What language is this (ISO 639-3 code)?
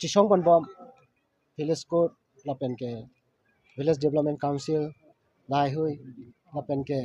mjw